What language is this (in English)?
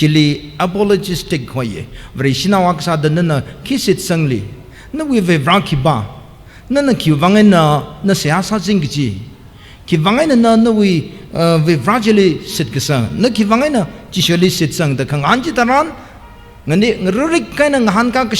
Tangkhul Naga (India)